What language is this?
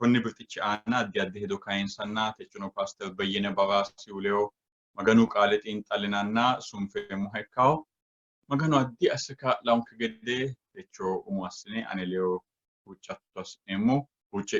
Sidamo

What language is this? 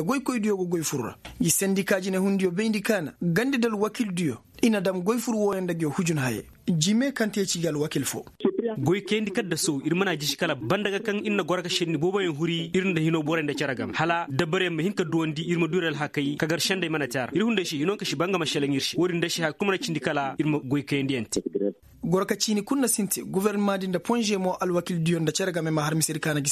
Koyraboro Senni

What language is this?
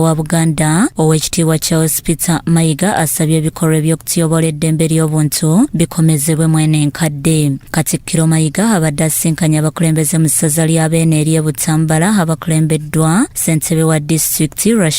Ganda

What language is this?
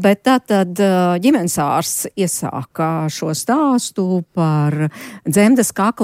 Latvian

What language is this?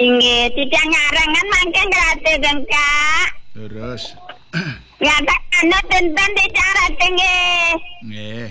Balinese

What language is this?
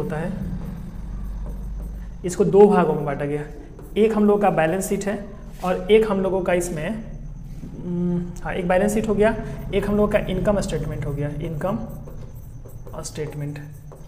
Hindi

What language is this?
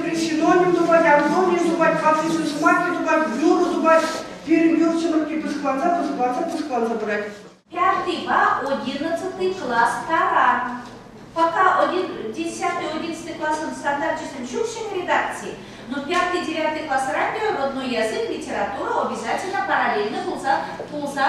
Chuvash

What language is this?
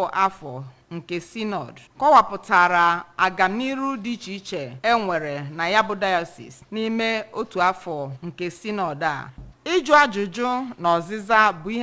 Igbo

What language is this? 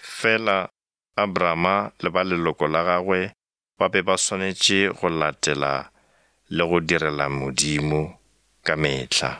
Northern Sotho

